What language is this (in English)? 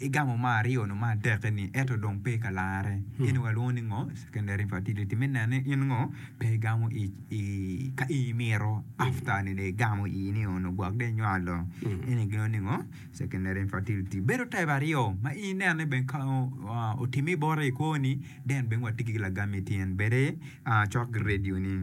Acoli